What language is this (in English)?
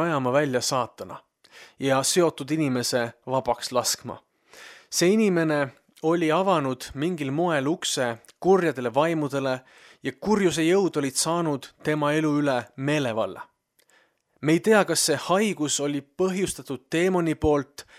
Estonian